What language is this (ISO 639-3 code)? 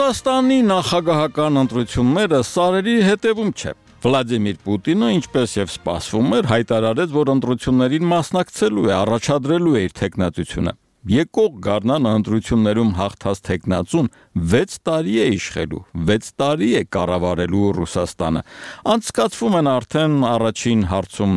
hye